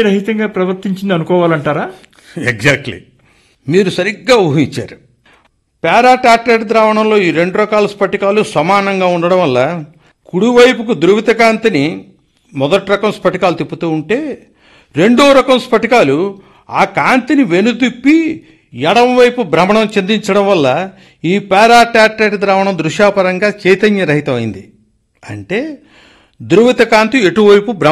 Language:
Telugu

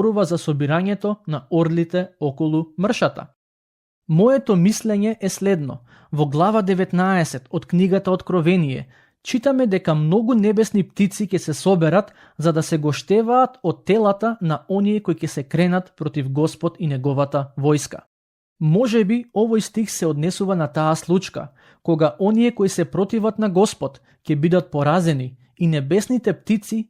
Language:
Macedonian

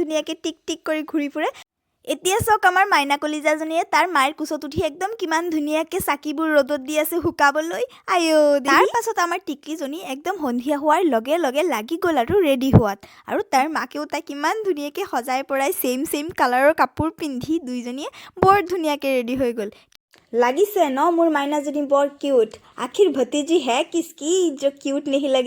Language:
Assamese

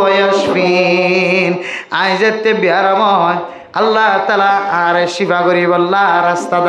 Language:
Rohingya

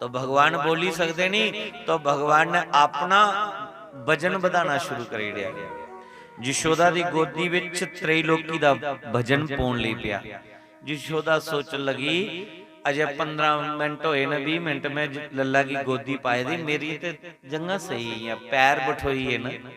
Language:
Dogri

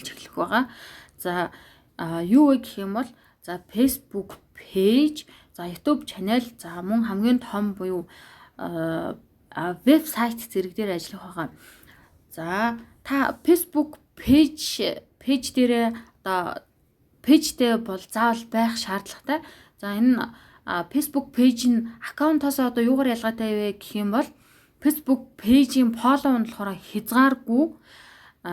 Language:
Mongolian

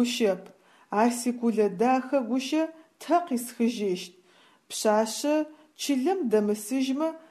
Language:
Adyghe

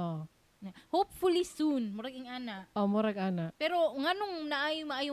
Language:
Cebuano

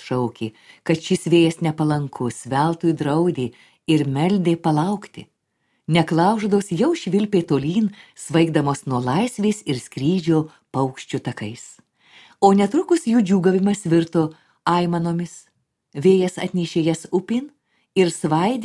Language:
Lithuanian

